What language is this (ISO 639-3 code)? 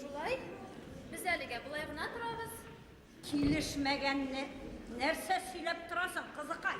bak